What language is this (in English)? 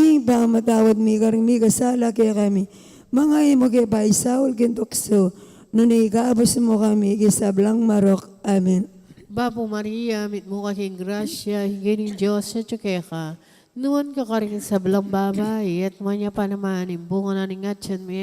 Pampanga